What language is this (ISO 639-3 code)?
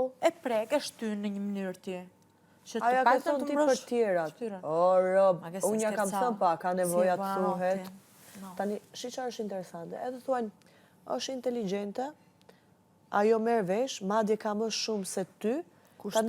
sqi